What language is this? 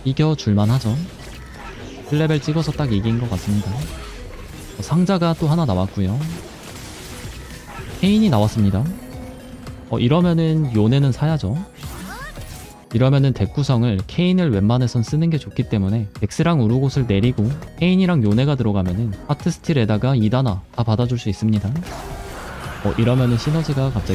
Korean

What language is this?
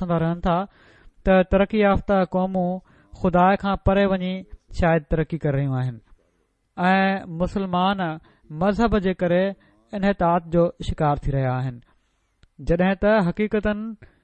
Sindhi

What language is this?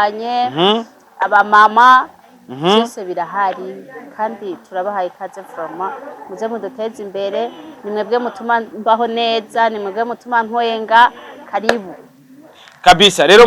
Rundi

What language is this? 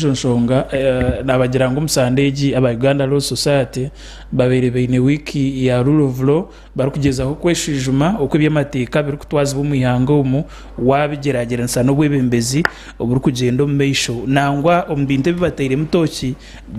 Nyankole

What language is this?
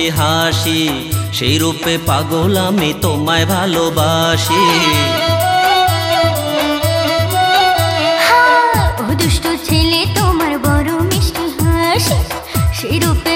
Bangla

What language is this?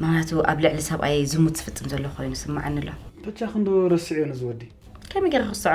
Tigrinya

